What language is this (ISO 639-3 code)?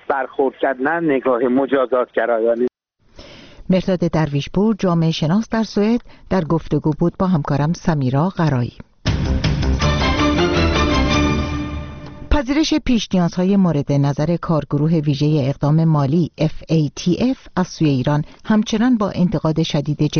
fas